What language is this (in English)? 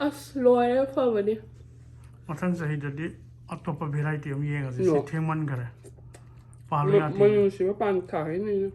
Manipuri